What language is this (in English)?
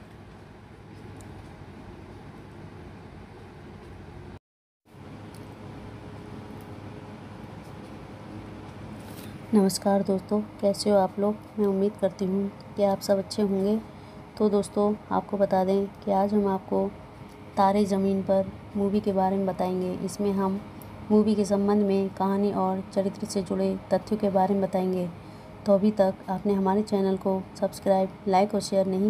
Hindi